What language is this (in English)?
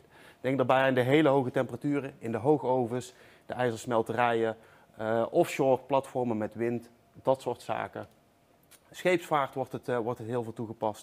Dutch